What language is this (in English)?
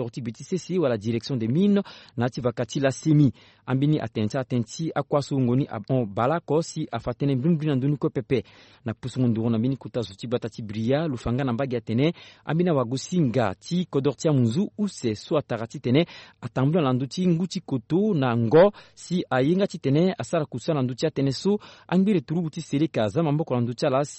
Sango